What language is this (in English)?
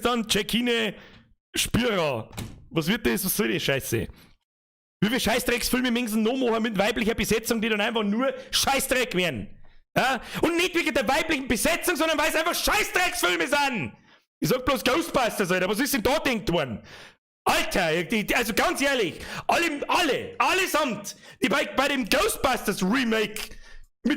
Bavarian